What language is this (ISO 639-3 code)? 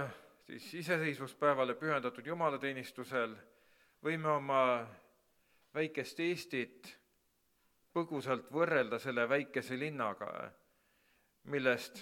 est